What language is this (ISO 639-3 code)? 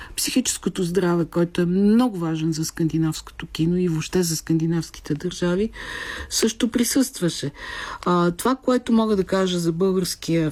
bul